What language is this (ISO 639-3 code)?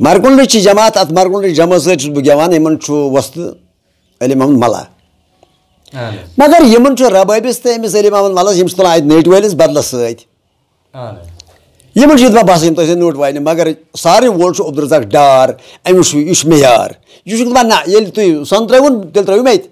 kas